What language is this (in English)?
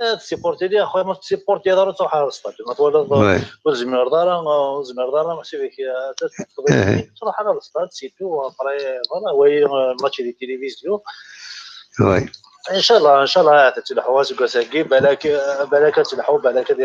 Kabyle